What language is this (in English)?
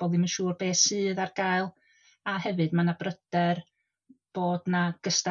Welsh